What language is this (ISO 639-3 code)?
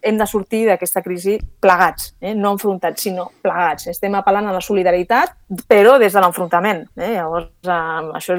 cat